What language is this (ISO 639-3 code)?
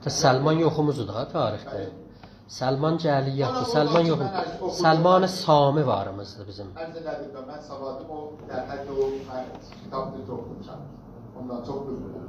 azb